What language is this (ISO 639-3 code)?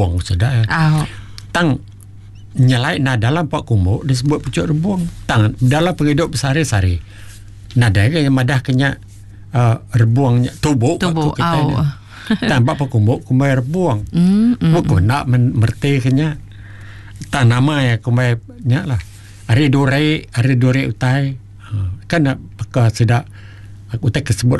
iba